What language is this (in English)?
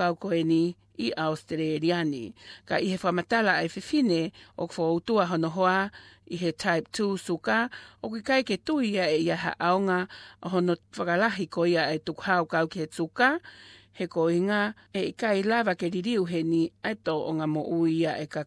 Tongan